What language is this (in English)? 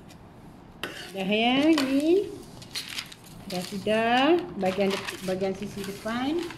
Malay